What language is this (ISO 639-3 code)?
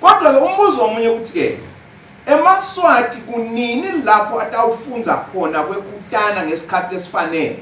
ssw